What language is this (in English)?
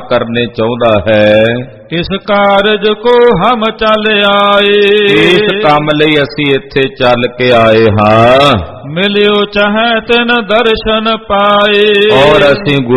Punjabi